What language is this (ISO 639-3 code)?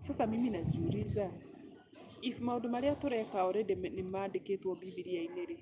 kik